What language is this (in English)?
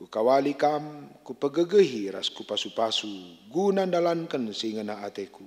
Batak Karo